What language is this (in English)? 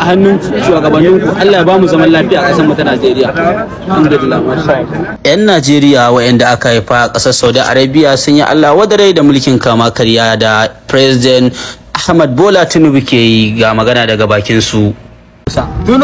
Hausa